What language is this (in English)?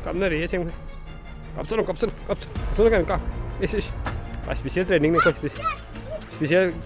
Manipuri